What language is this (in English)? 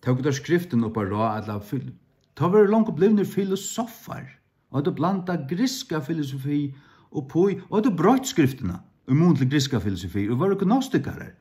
Faroese